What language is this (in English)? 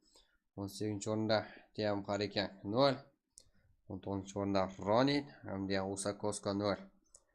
Kara-Kalpak